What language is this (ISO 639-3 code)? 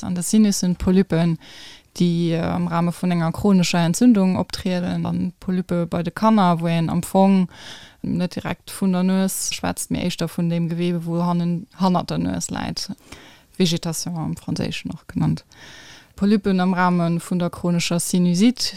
ltz